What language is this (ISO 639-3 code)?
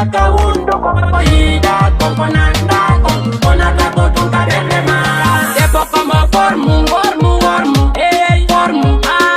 ful